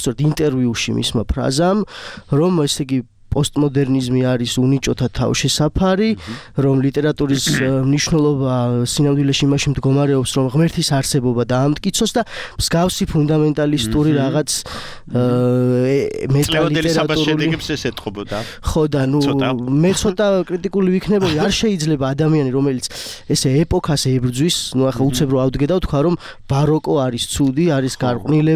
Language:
Georgian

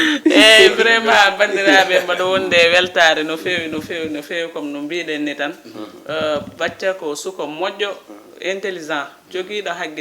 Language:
Fula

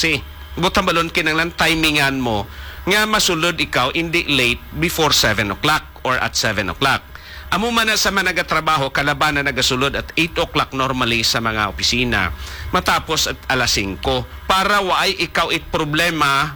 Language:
Hiligaynon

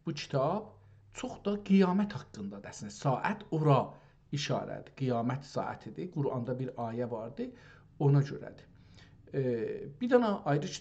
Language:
South Azerbaijani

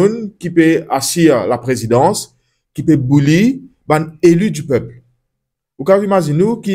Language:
Morisyen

